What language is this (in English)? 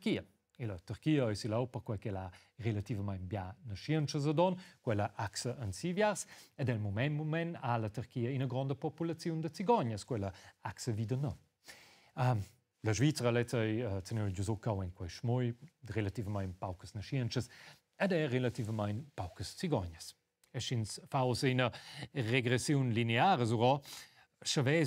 Romansh